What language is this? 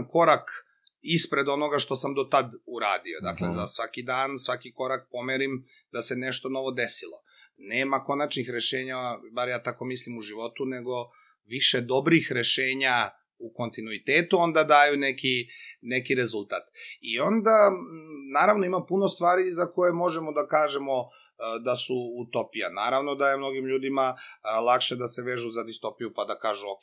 Serbian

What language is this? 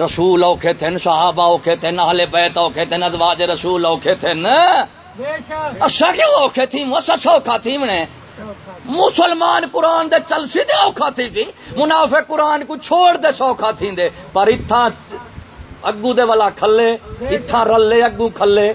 Saraiki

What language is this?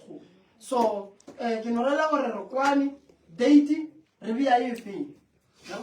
Northern Sotho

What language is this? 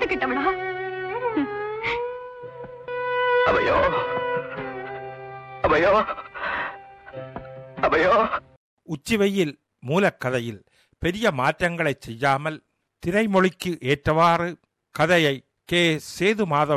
Tamil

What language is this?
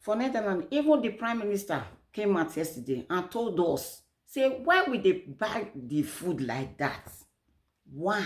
Nigerian Pidgin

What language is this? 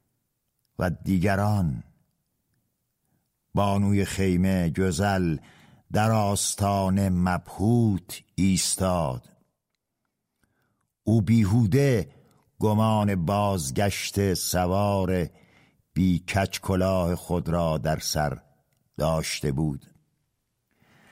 Persian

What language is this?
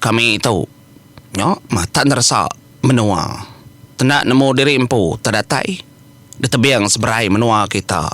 Iban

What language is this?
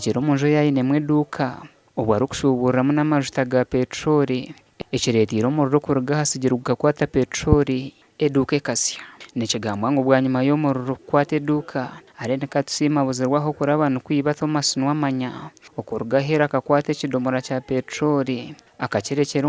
Nyankole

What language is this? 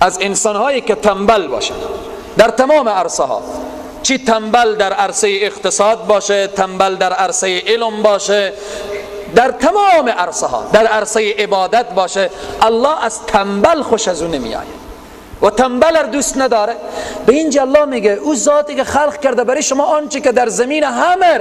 Persian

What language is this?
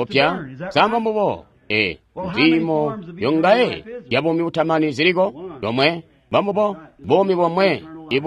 Tonga (Zambia)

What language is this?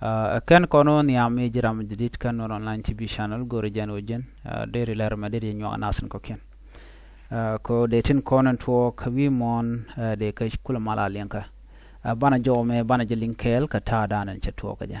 Nuer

